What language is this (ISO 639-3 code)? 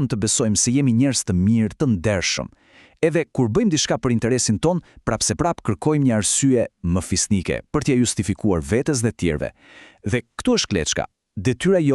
sqi